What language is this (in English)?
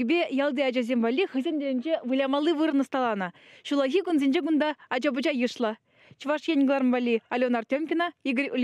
Chuvash